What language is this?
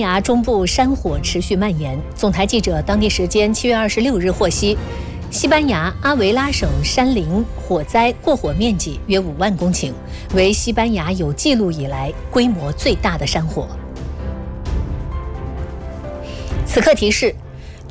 Chinese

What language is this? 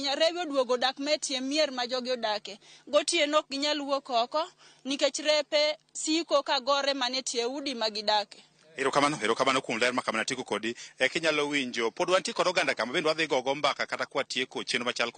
Luo (Kenya and Tanzania)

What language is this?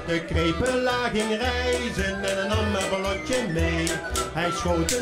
Dutch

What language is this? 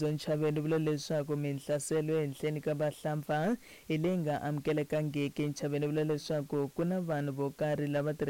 Tsonga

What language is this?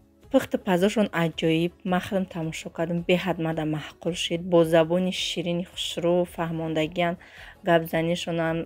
Tajik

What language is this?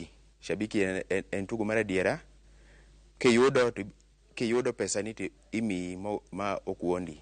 Luo (Kenya and Tanzania)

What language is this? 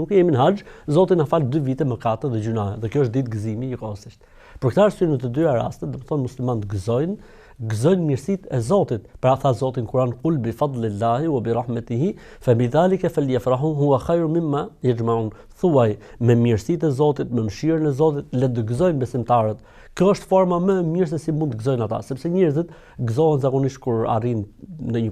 Albanian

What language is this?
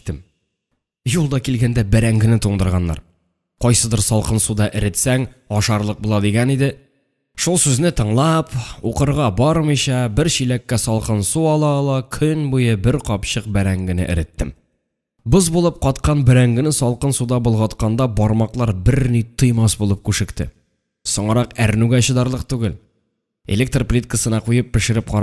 Tatar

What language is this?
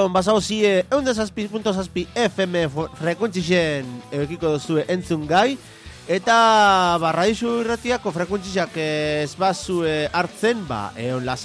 Basque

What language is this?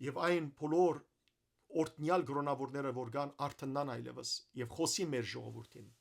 Western Armenian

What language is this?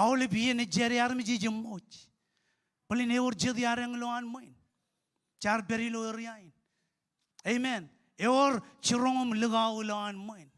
Marshallese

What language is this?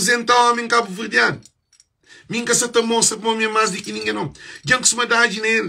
Kabuverdianu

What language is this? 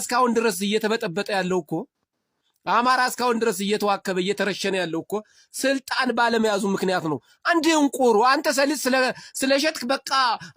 Amharic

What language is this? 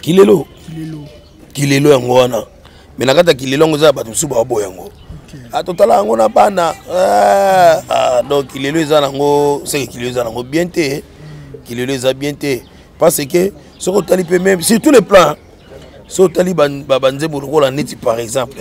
Lingala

